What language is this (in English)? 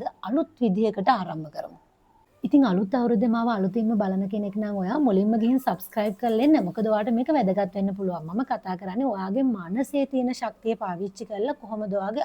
Sinhala